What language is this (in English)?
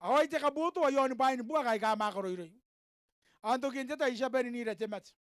Gilbertese